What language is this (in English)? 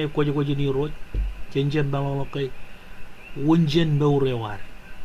Marshallese